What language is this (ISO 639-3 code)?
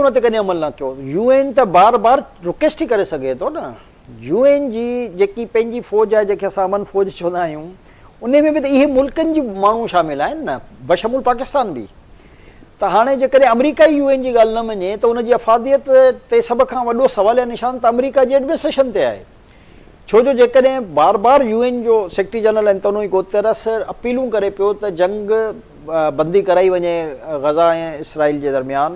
snd